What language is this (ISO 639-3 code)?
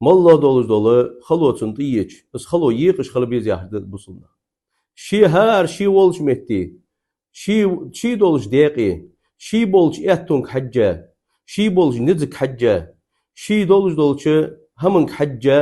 inh